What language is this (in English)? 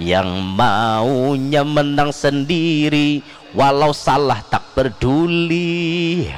Banjar